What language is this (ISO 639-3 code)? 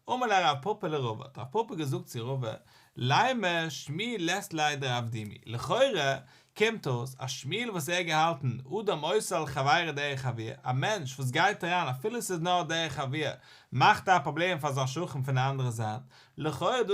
yid